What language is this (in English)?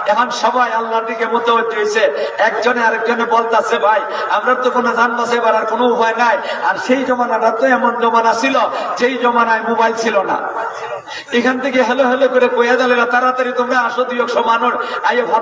Sylheti